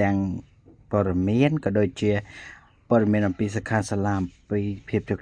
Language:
Khmer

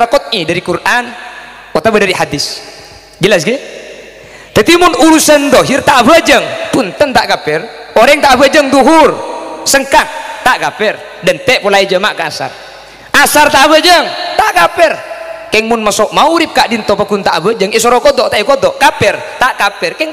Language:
Madurese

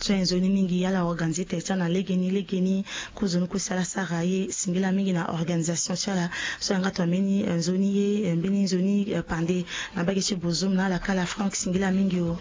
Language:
Sango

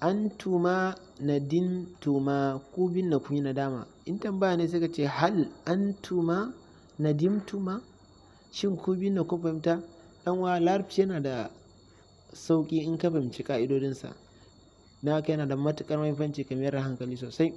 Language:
Hausa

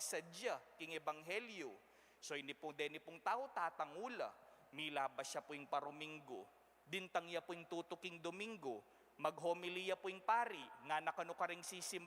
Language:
Pampanga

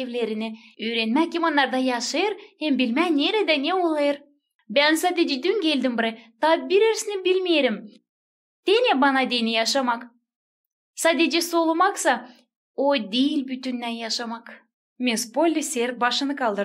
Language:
Gagauz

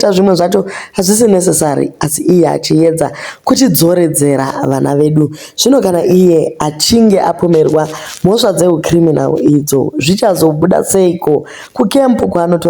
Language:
Shona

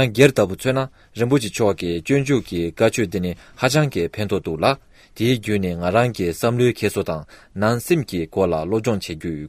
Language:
Tibetan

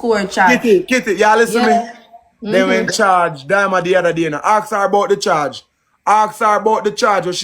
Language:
Jamaican Creole English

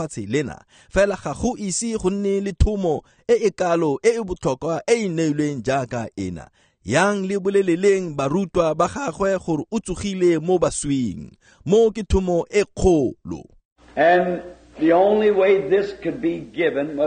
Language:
Tswana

